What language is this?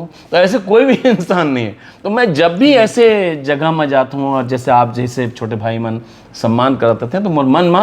Chhattisgarhi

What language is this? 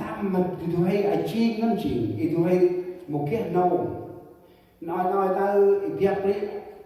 Central Mnong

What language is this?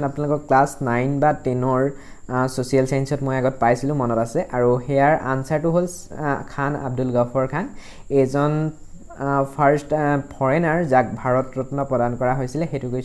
Assamese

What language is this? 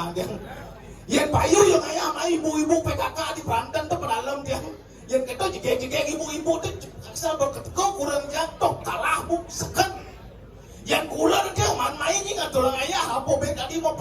Balinese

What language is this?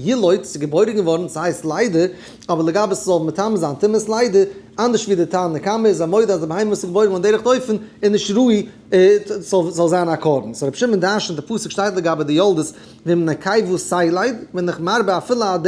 Yiddish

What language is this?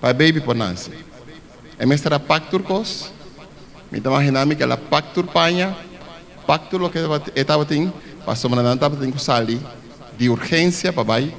Papiamento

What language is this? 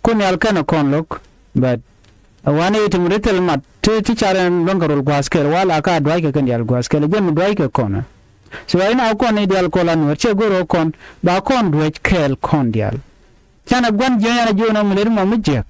Nuer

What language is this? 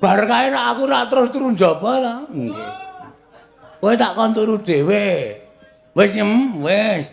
Javanese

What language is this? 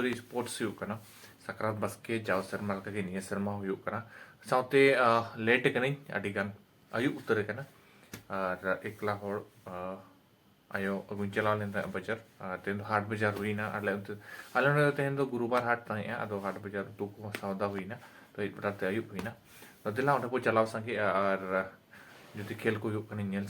Santali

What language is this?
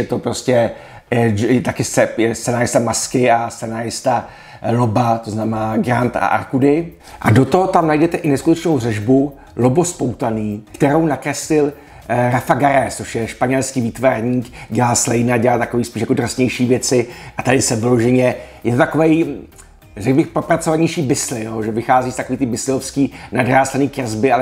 Czech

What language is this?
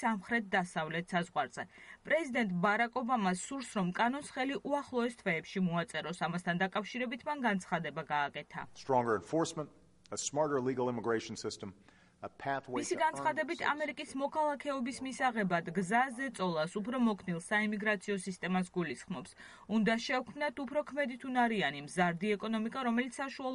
Georgian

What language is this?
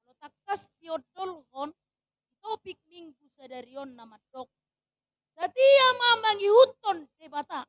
Batak Toba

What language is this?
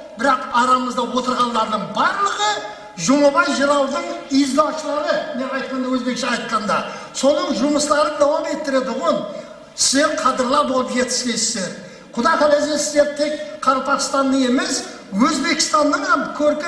Kara-Kalpak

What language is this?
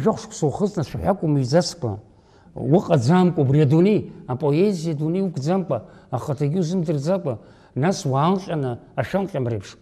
Abkhazian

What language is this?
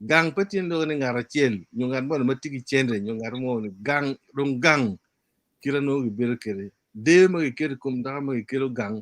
Acoli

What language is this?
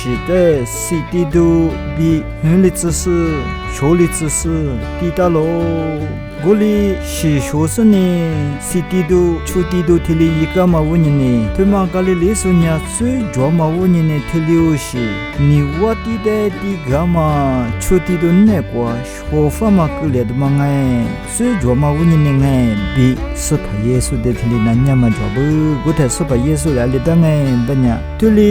Lisu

